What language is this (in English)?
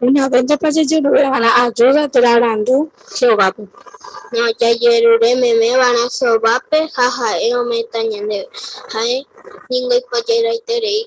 Guarani